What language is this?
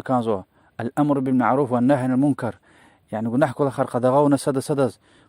Lezghian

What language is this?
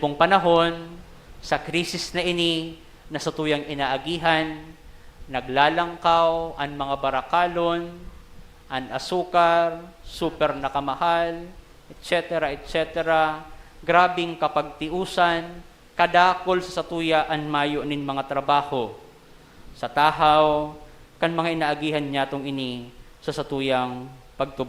Bikol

